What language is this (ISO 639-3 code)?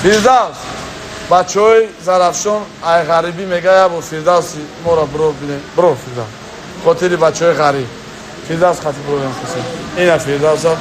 tgk